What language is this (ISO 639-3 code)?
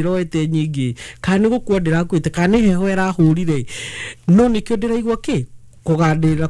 kik